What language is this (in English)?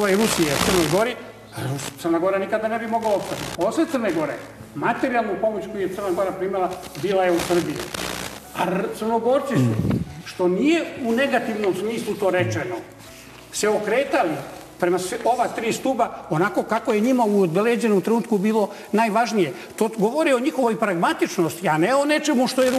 Serbian